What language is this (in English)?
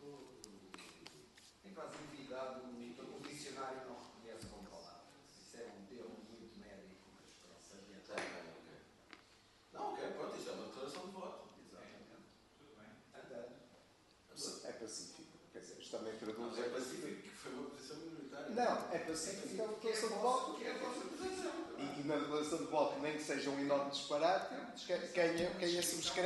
Portuguese